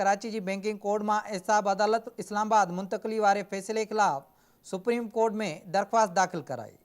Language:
Sindhi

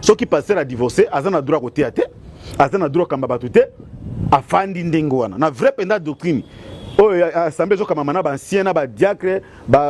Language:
Lingala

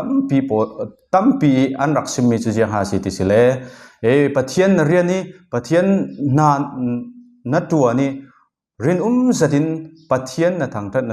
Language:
Falam Chin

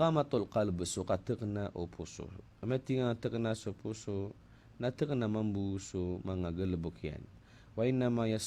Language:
Maranao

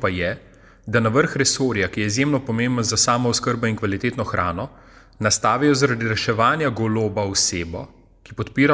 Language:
Slovenian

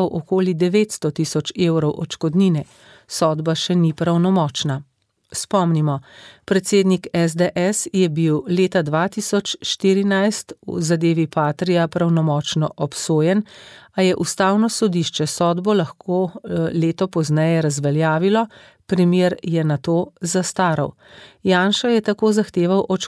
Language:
Slovenian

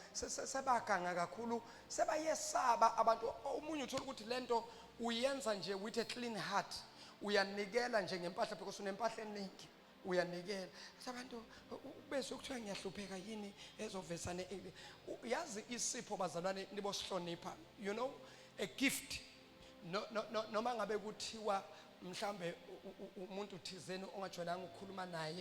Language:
Zulu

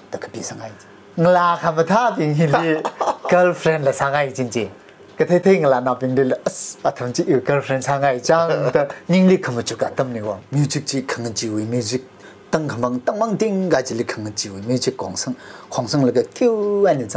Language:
Tangkhul Naga (India)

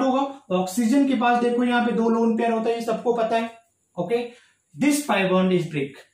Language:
Hindi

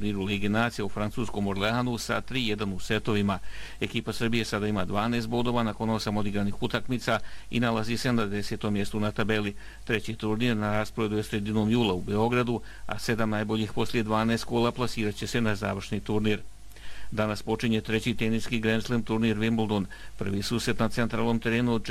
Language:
Bosnian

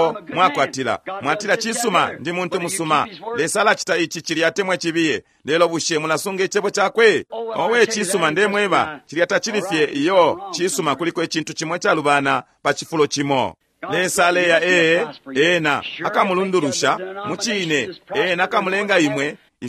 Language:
Bemba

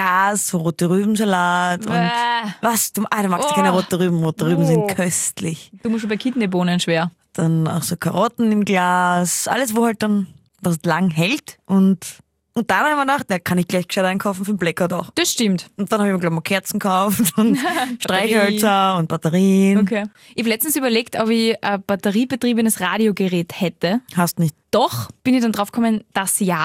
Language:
German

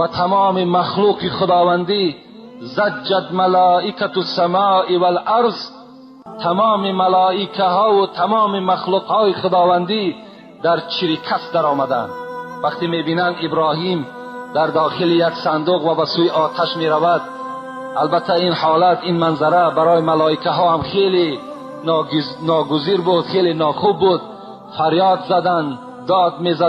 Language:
Tajik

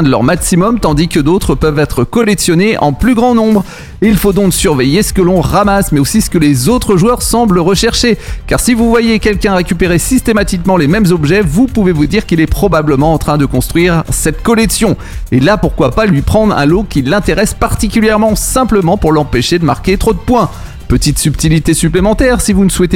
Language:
French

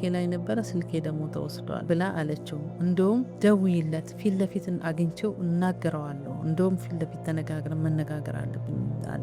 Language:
Amharic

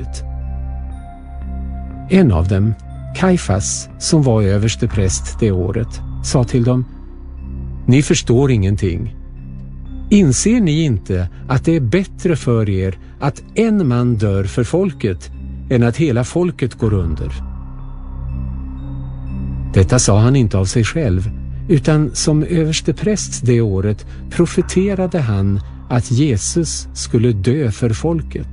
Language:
Swedish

